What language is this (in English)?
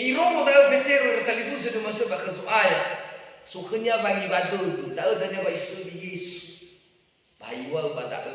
Nias